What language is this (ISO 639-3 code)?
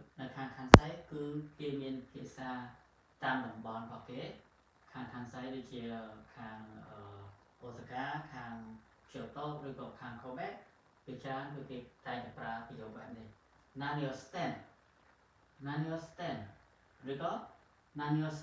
khm